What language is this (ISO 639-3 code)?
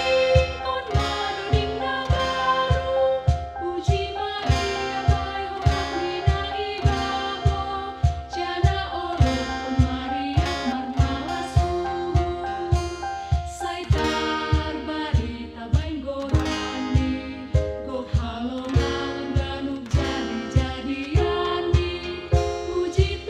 bts